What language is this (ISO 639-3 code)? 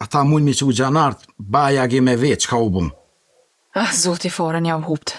sqi